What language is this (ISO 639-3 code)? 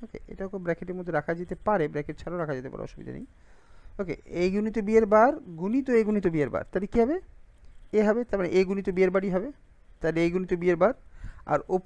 ben